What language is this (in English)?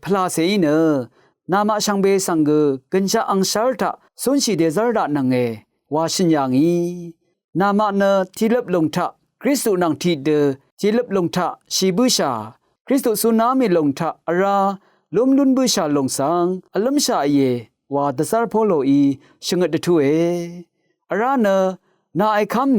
Rawang